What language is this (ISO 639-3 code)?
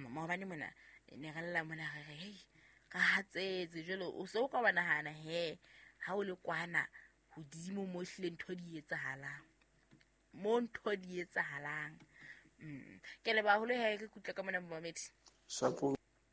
sot